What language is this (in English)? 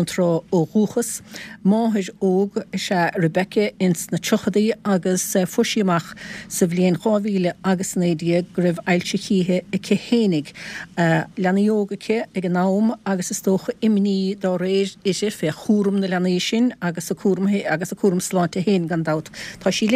Irish